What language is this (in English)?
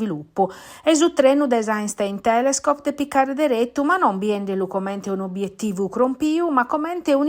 Sardinian